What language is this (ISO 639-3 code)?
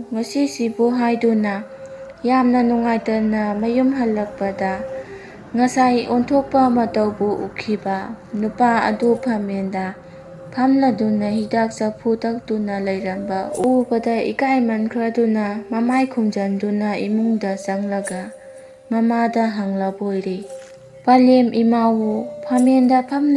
mni